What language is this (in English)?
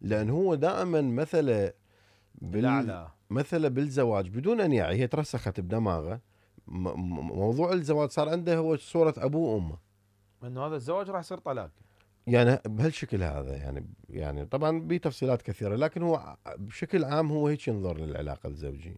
Mesopotamian Arabic